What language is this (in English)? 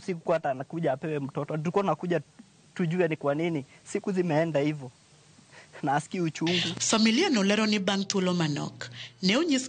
Luo (Kenya and Tanzania)